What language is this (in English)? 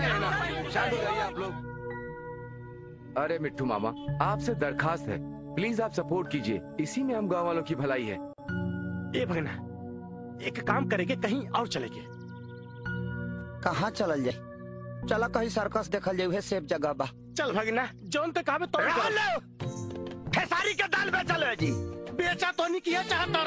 Bhojpuri